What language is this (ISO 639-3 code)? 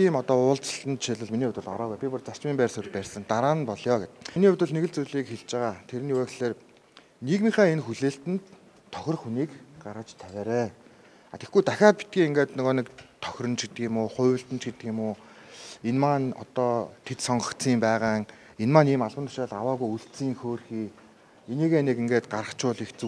mon